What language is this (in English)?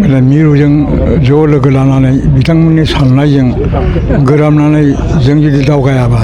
Bodo